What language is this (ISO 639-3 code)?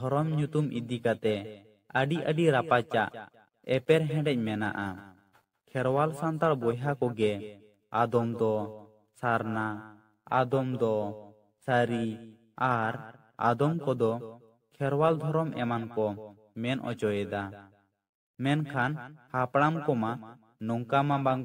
sat